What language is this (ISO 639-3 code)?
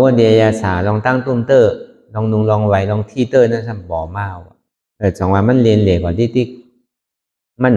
shn